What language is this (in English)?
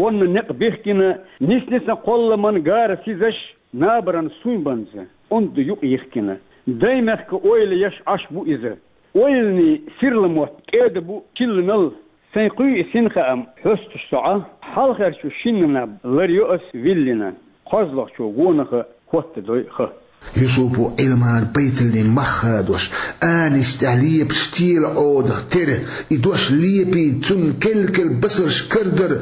Chechen